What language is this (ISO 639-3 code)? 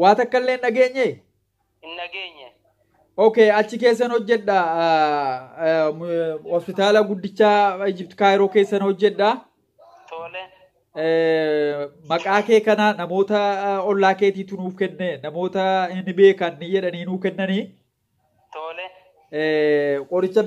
orm